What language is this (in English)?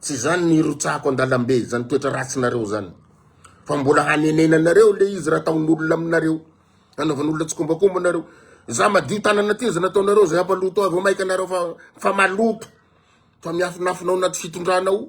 Malagasy